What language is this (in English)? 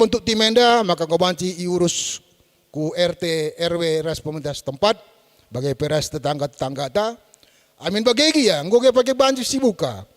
Batak Karo